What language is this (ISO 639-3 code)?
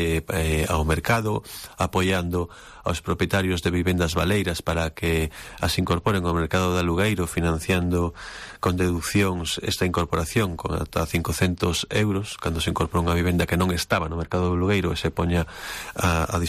glg